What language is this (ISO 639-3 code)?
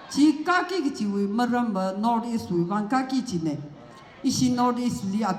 nmf